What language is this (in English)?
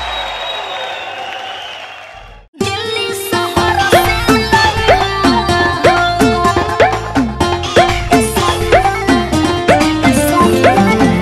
Bhojpuri